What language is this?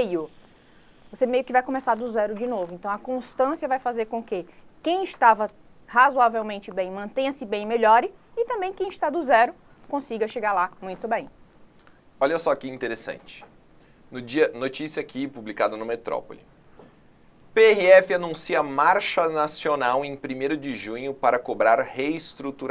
Portuguese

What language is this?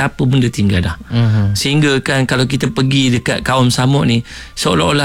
Malay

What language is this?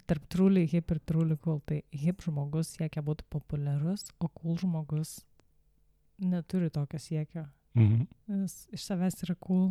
Lithuanian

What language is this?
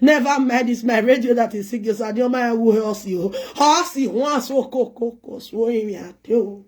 Nigerian Pidgin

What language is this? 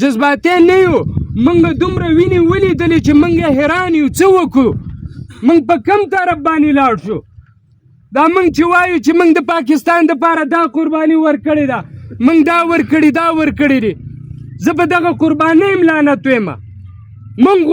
Pashto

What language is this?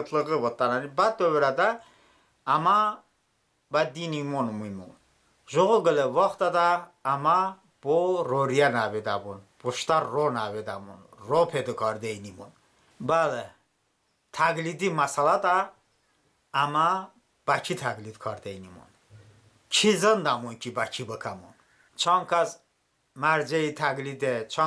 Talysh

